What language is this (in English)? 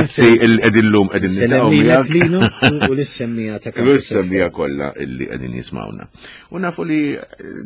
Maltese